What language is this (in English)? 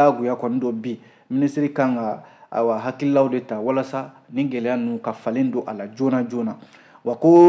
Bambara